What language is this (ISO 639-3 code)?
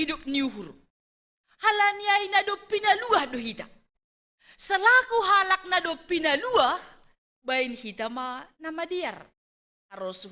bts